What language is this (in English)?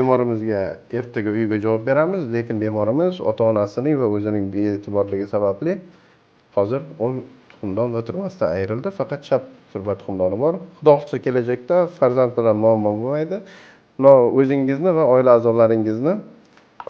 Uzbek